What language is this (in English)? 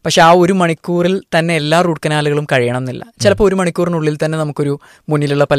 Malayalam